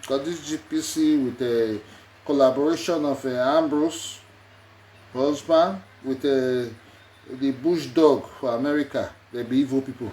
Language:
Nigerian Pidgin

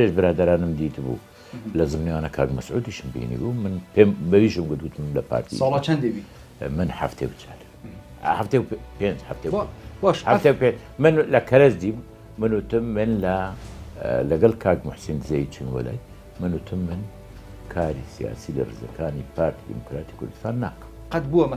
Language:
Central Kurdish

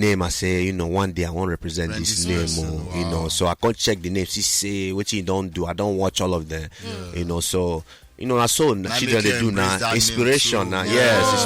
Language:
Nigerian Pidgin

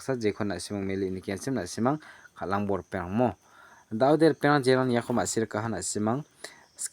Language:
Garo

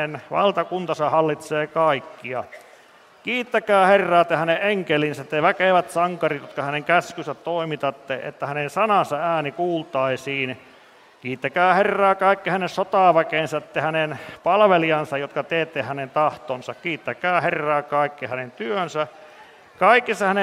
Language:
Finnish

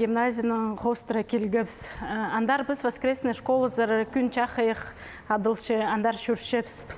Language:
Khakas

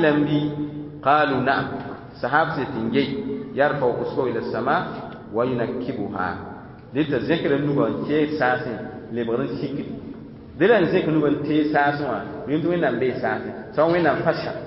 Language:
Mossi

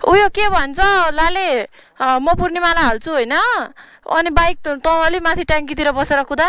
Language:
Nepali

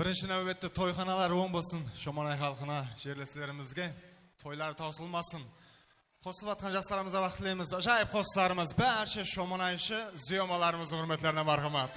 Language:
Kara-Kalpak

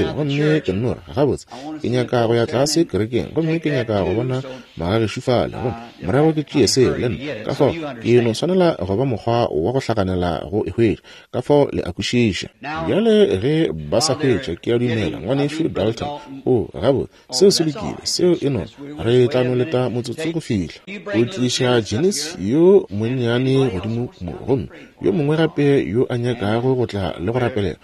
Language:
Northern Sotho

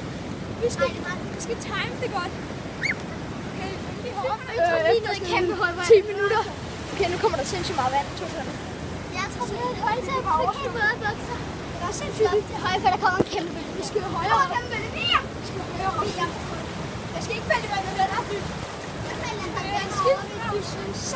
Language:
Danish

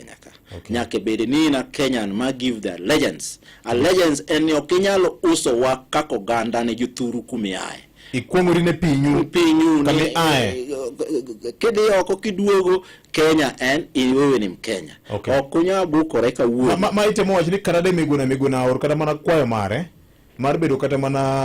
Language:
Luo (Kenya and Tanzania)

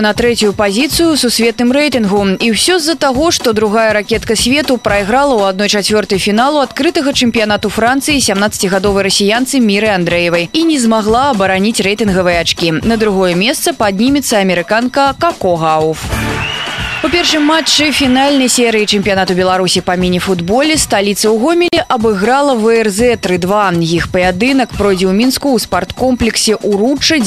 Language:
Belarusian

